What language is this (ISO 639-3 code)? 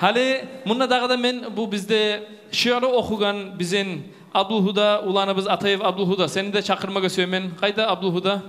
kum